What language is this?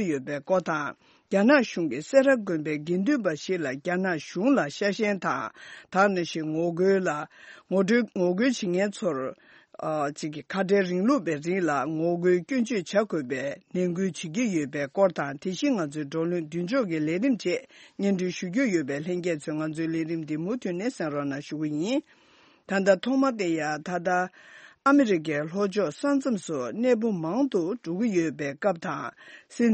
Tibetan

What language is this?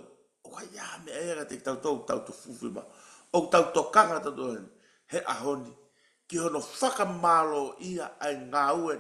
Tongan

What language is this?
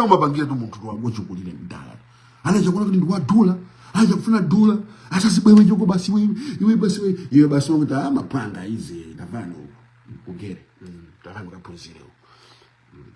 Nyanja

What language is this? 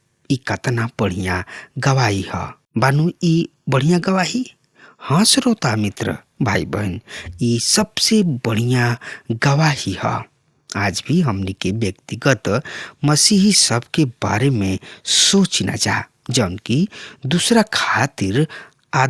Bhojpuri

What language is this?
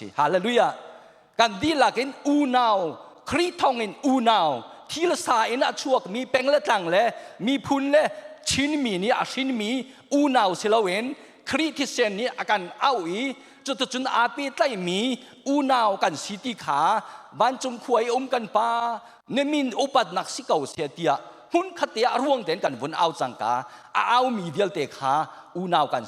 Hakha Chin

